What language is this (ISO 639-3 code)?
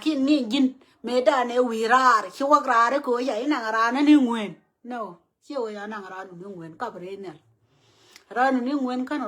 nus